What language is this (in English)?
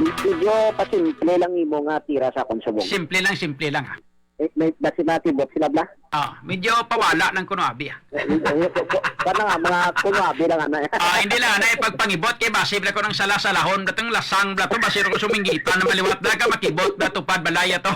Hiligaynon